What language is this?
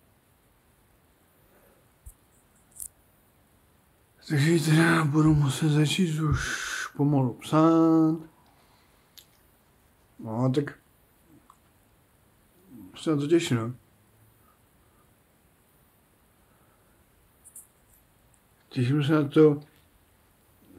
Czech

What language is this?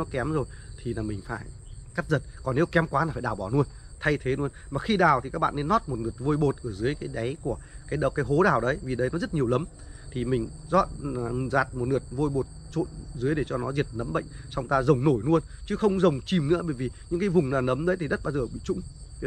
Vietnamese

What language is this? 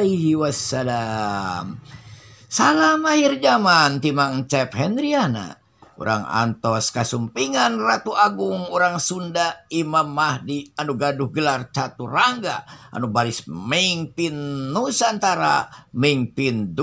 Sundanese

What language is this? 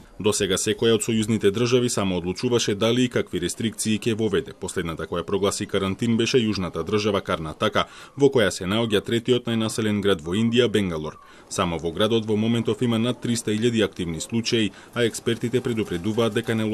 Macedonian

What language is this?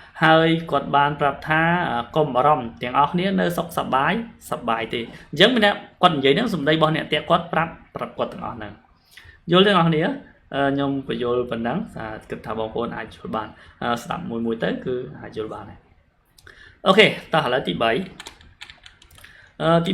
Khmer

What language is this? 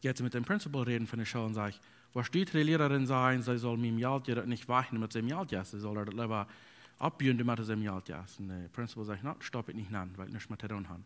Plautdietsch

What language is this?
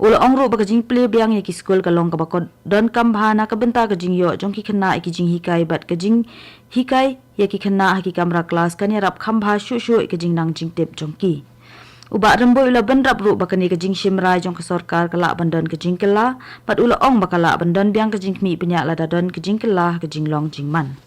Khasi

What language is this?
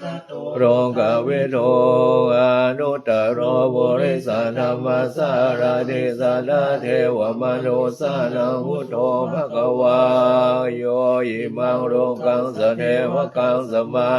Pali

